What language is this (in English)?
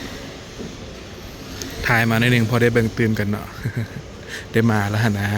Lao